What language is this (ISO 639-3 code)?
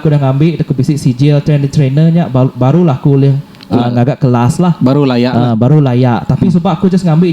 iba